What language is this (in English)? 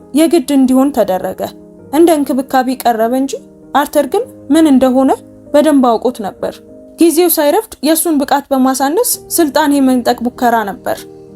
Amharic